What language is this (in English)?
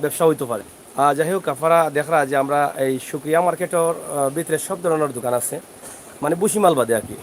Sylheti